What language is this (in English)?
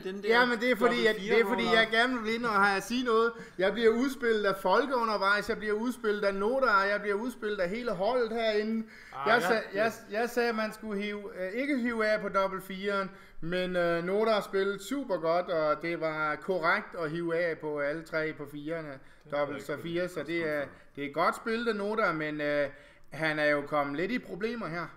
Danish